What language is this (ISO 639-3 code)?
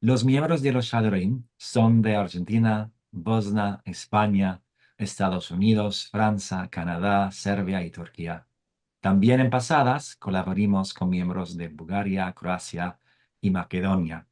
lad